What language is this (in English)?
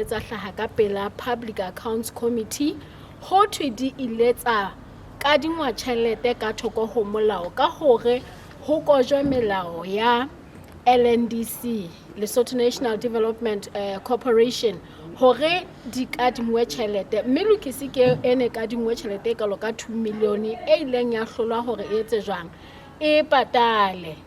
Southern Sotho